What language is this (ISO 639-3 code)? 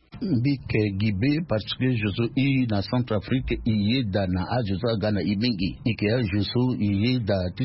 sag